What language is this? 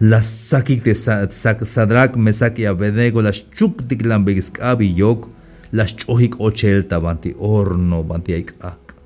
Tzeltal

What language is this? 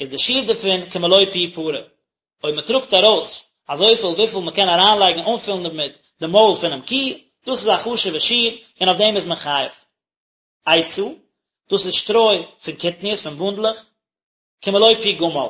Yiddish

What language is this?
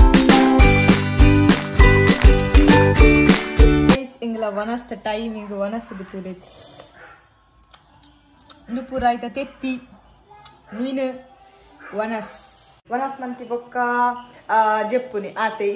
Tulu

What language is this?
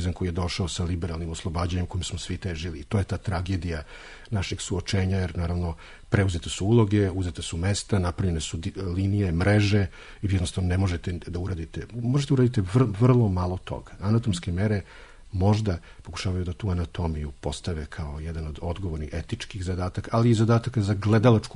Serbian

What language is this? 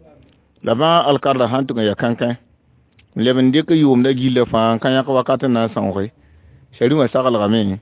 Mossi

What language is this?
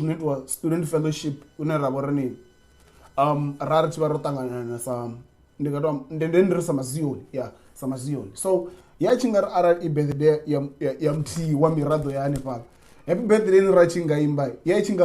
Venda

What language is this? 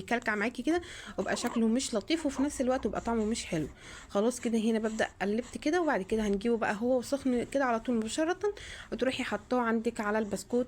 Egyptian Arabic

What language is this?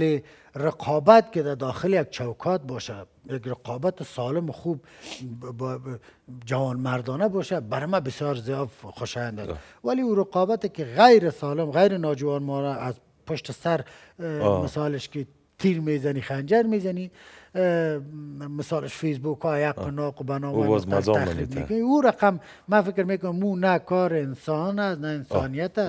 Persian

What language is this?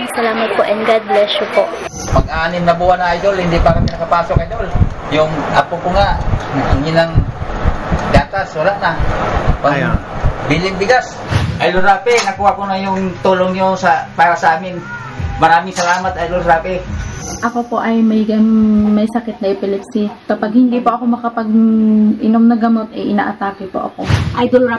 Filipino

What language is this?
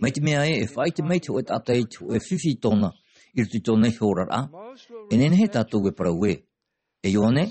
Tahitian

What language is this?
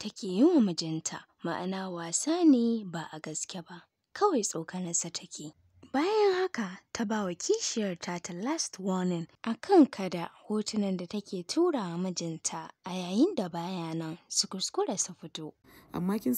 Hausa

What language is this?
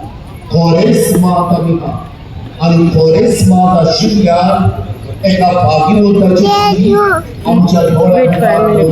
Konkani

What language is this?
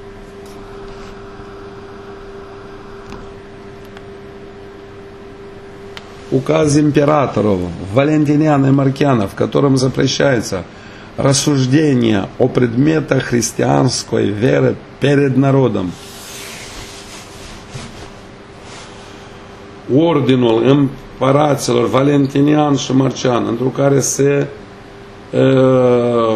Romanian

